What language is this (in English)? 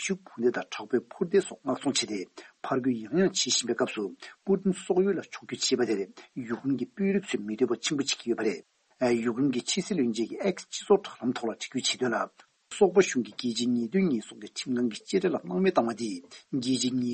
Tibetan